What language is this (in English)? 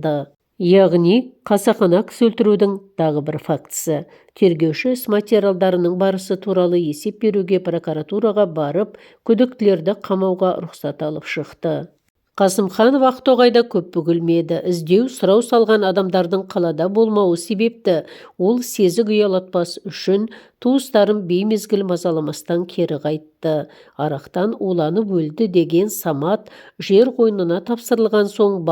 Kazakh